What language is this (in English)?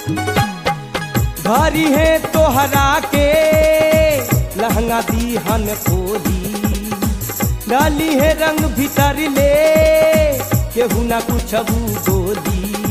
Bhojpuri